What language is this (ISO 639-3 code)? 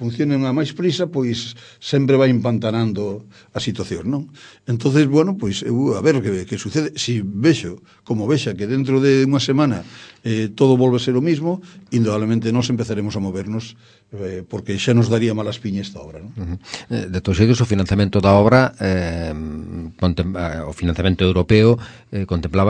glg